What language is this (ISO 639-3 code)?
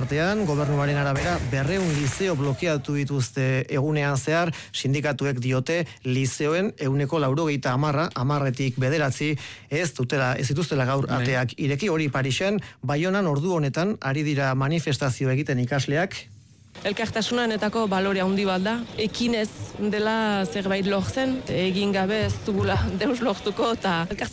eus